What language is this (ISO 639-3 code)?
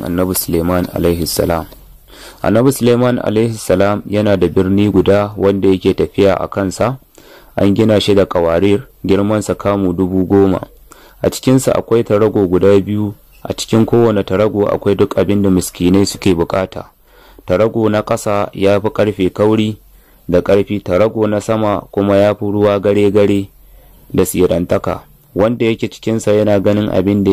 hau